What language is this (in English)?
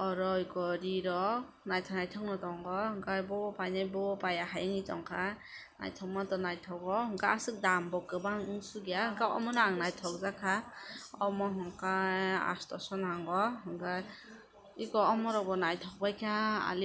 Kok Borok